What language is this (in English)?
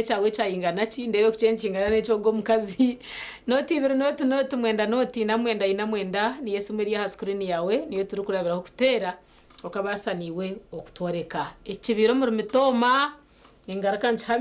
Nyankole